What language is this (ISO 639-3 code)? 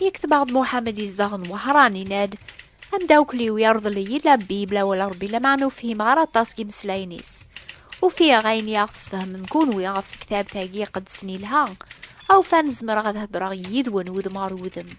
kab